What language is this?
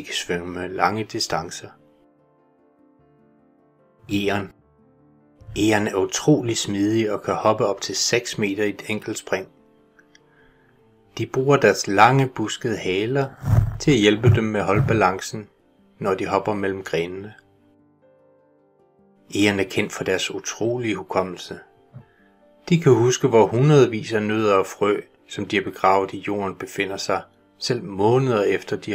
Danish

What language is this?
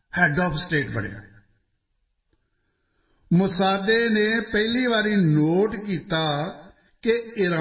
Punjabi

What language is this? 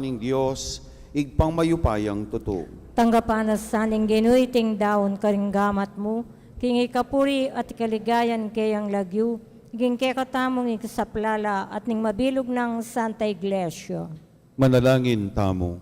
Pampanga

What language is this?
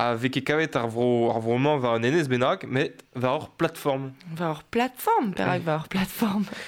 Breton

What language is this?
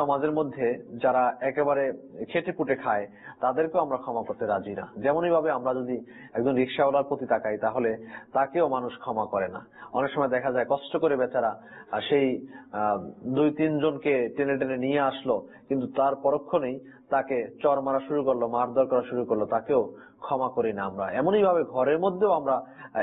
Bangla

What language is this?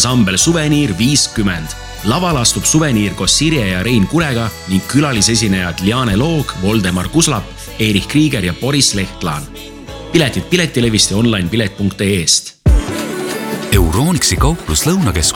Estonian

